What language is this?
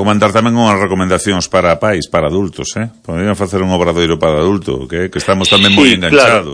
Galician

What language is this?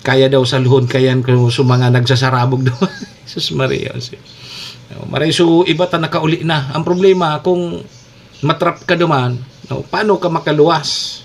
Bikol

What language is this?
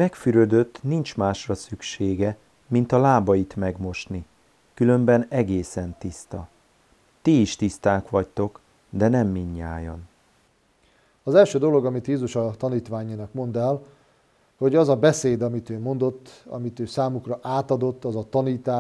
Hungarian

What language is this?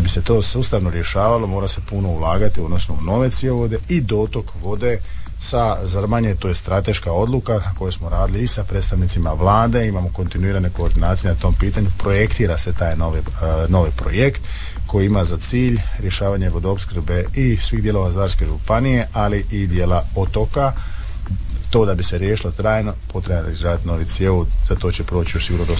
Croatian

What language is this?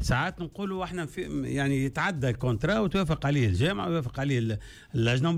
Tunisian Arabic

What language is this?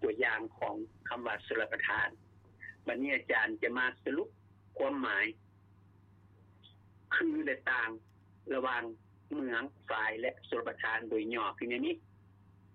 Lao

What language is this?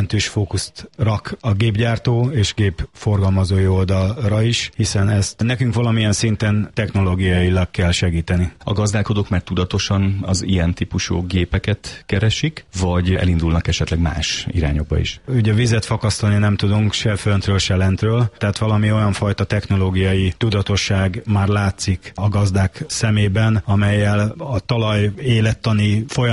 Hungarian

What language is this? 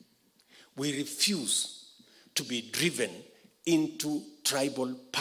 Kamba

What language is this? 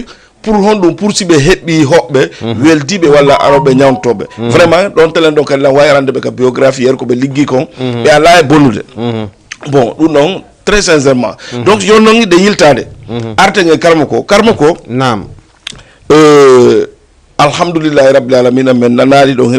Fula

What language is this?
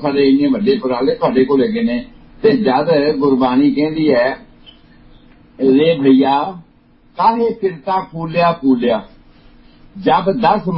Punjabi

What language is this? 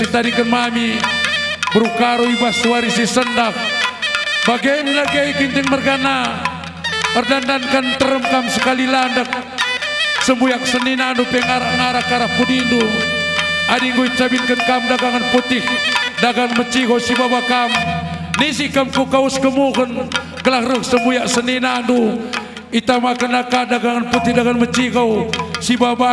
Batak Karo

